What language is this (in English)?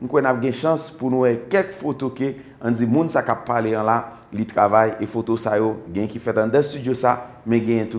Haitian Creole